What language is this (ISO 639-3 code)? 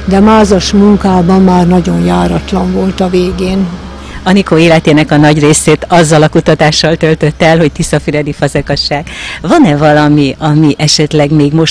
hun